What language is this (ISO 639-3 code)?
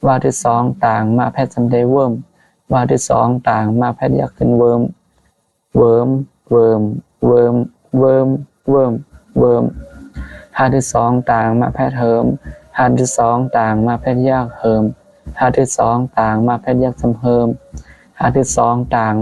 shn